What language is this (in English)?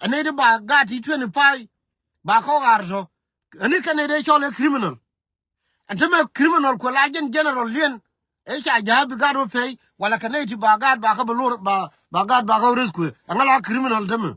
Nuer